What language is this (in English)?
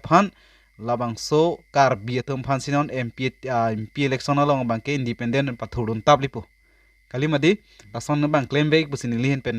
Karbi